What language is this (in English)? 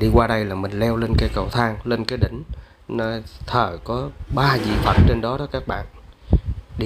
Vietnamese